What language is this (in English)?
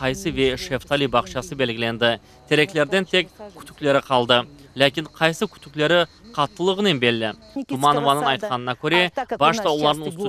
Crimean Tatar